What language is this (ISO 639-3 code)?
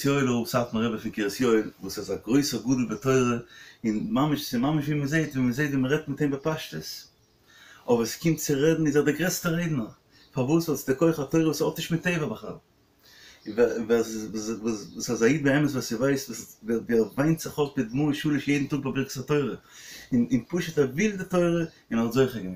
yid